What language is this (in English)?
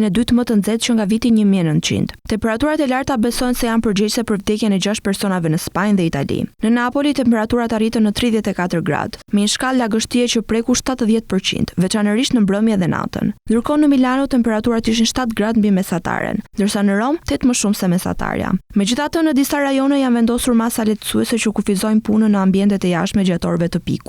Albanian